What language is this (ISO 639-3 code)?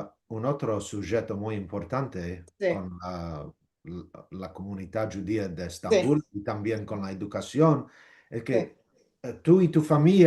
lad